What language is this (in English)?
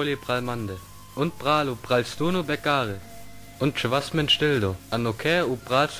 Sinte Romani